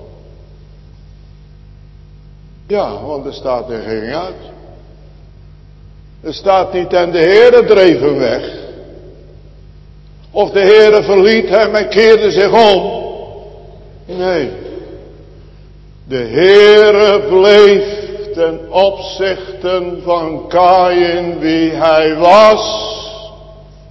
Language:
Dutch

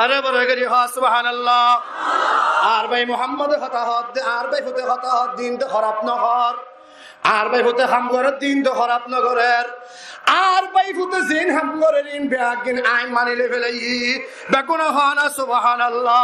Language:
Rohingya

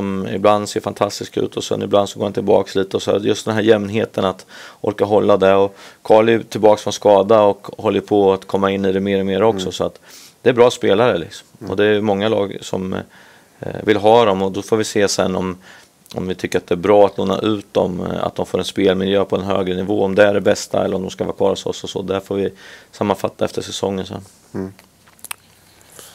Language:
Swedish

